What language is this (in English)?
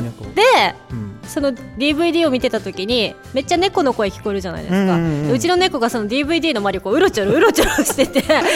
Japanese